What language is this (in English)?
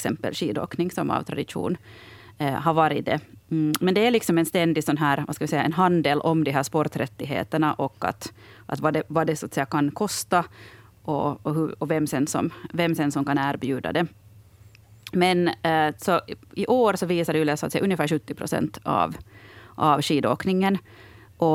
Swedish